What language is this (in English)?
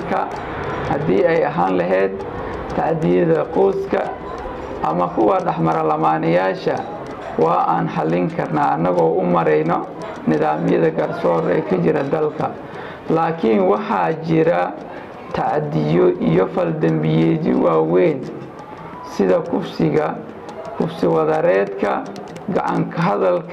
Somali